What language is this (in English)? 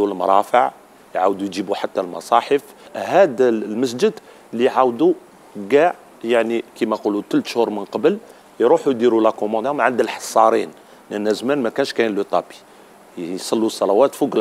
Algerian Arabic